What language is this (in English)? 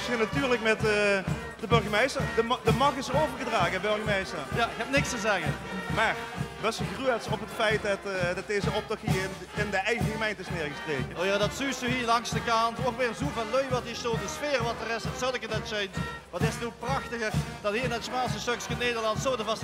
Limburgish